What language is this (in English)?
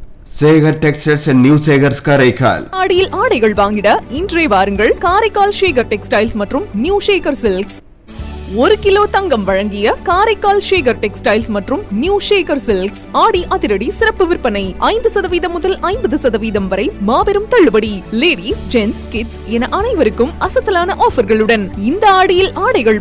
Tamil